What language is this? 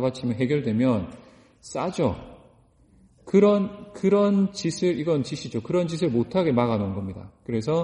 Korean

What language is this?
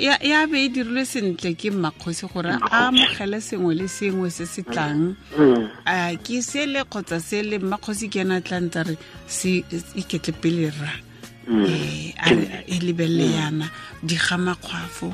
Tswana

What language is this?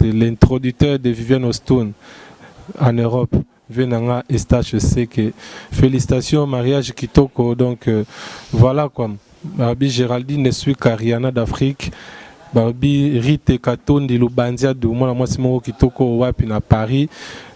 Lingala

